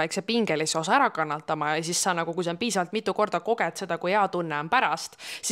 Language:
Estonian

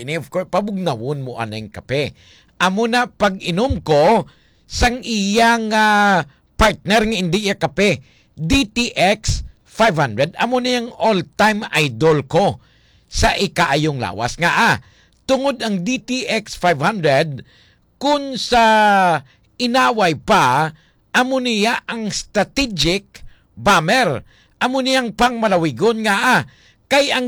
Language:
Hiligaynon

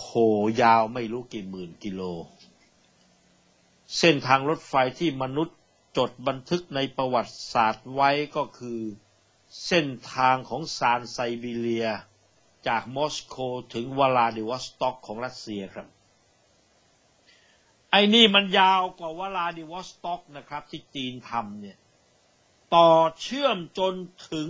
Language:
Thai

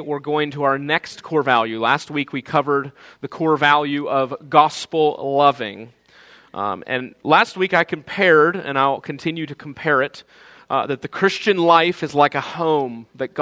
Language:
English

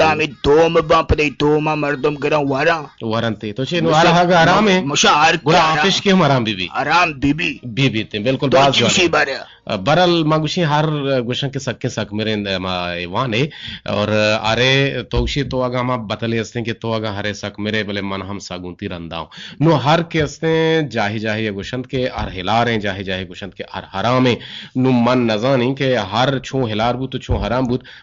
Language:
Eastern Balochi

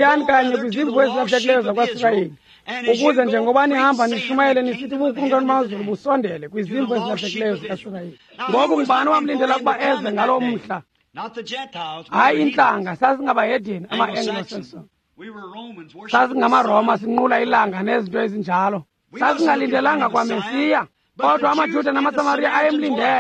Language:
Xhosa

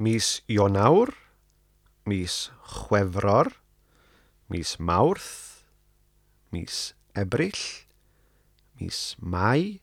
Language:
Welsh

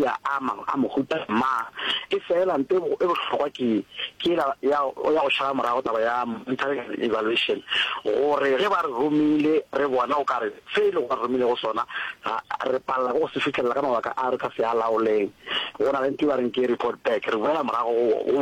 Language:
Northern Sotho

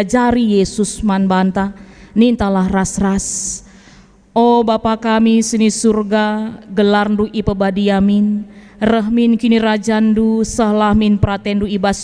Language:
Batak Karo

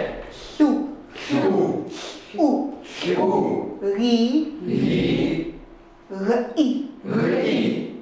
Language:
Chukot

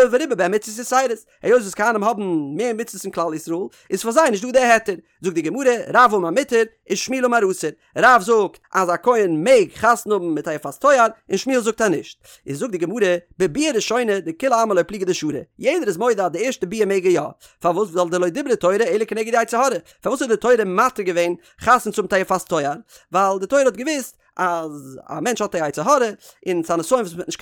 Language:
Yiddish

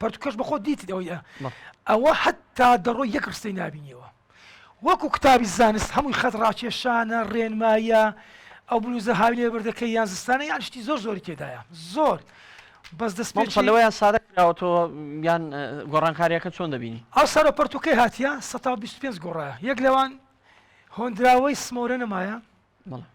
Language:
Central Kurdish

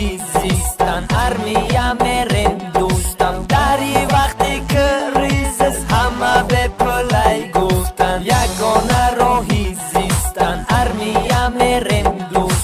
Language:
Tajik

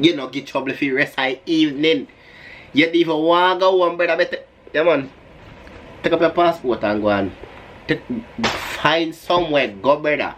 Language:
Jamaican Creole English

